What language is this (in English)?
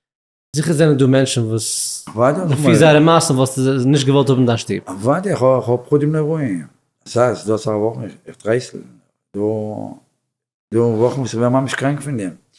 Yiddish